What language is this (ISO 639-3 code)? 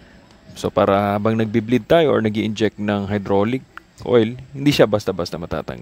fil